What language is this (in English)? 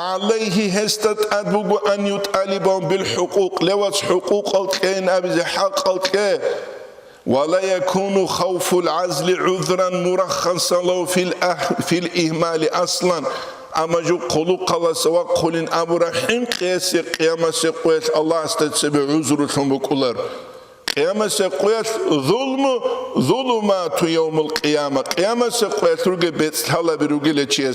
Avaric